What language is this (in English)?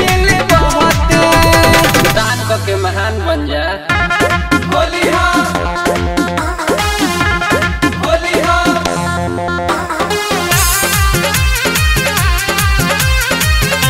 Bhojpuri